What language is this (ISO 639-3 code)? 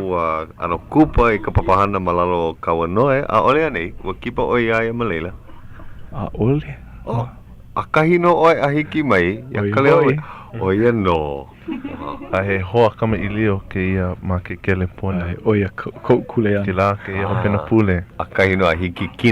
haw